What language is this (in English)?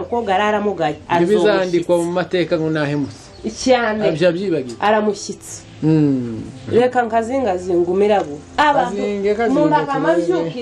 Kinyarwanda